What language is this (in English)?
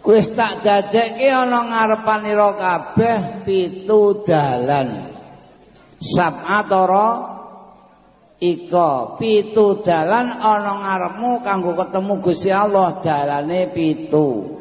Javanese